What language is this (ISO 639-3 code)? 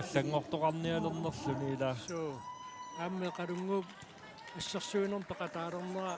kal